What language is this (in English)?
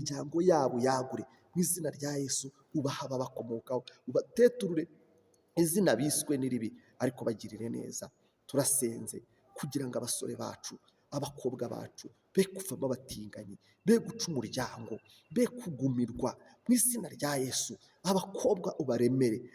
Kinyarwanda